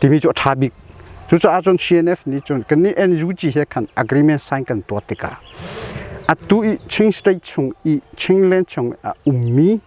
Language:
Hakha Chin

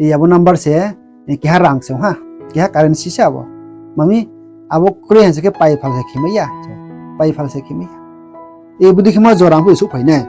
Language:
Riang (India)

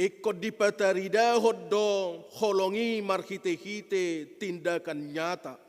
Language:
Batak Toba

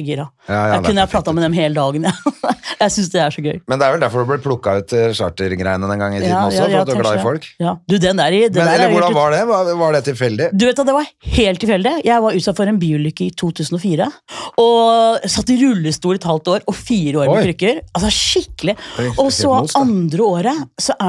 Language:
Norwegian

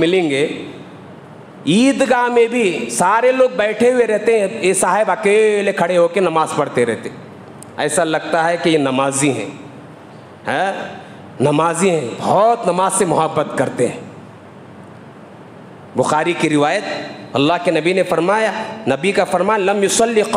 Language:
Urdu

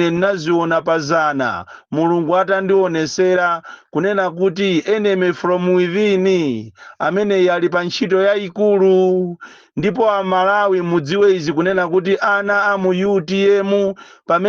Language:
Nyanja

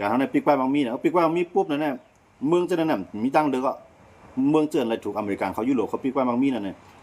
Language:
Shan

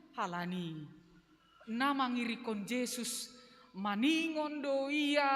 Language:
Batak Simalungun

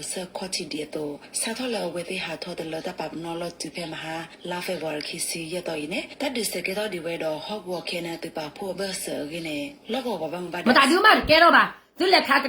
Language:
S'gaw Karen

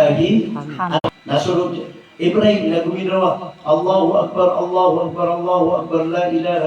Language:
Maranao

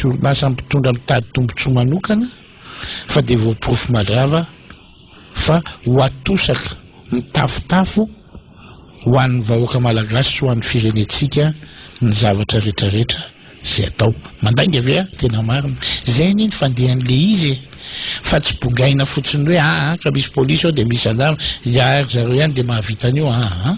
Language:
Malagasy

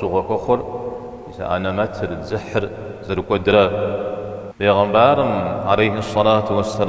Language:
Kabardian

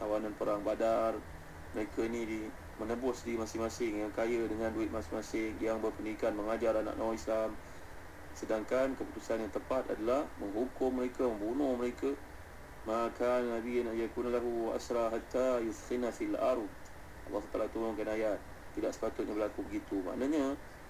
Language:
Malay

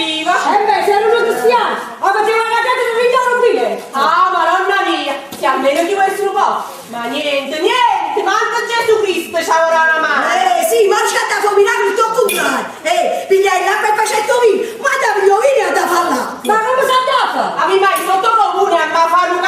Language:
Neapolitan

